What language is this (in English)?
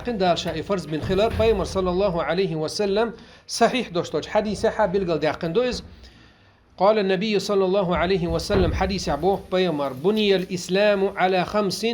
Chechen